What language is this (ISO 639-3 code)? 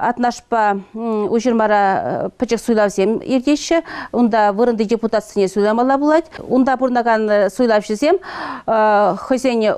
chv